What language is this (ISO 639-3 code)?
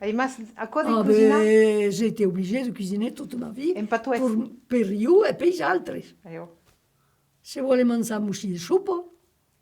oci